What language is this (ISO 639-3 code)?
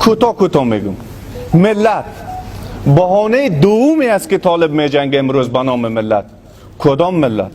fas